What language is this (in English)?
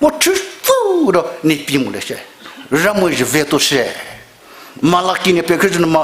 Poumei Naga